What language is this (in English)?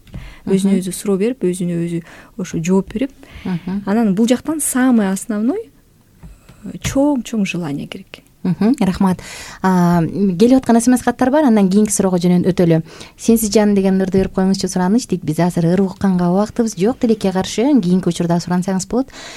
Kyrgyz